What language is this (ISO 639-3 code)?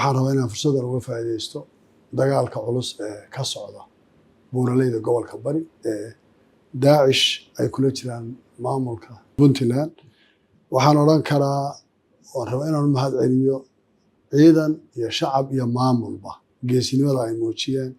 som